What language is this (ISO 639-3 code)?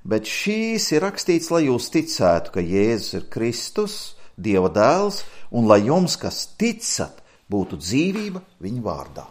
lav